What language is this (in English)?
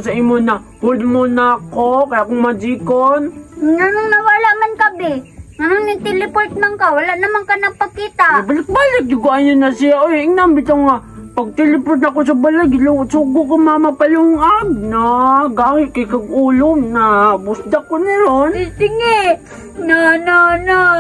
Cebuano